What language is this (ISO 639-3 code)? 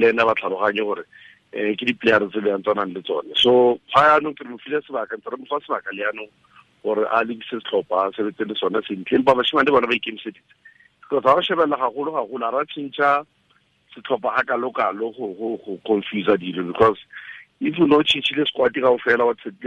tsn